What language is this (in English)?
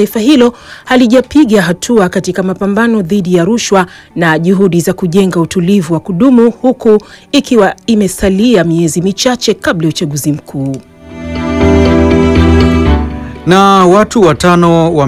Swahili